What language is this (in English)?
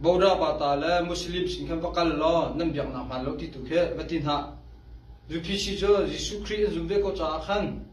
Hakha Chin